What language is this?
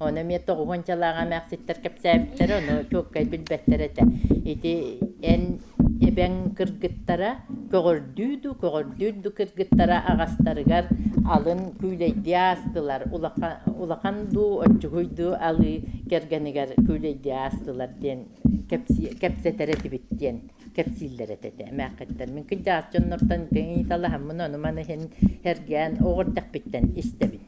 Yakut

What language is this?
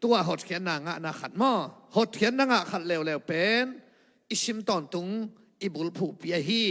Tedim Chin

